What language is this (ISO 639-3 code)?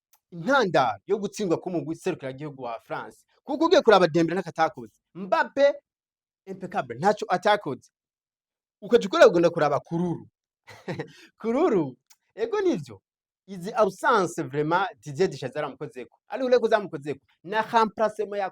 run